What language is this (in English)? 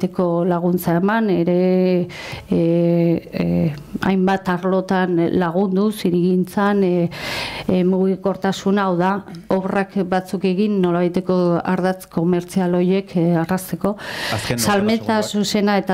Basque